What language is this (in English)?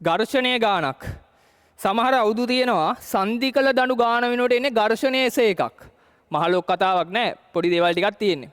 Sinhala